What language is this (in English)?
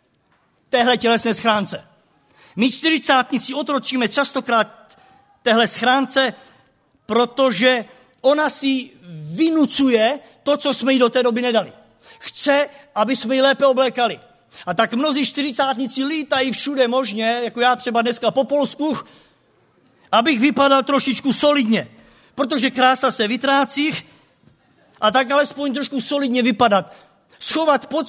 Czech